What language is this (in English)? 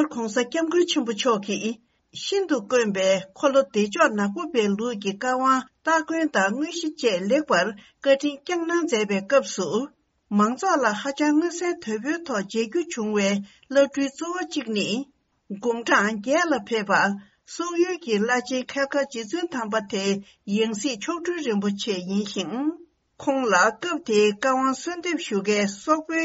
Tibetan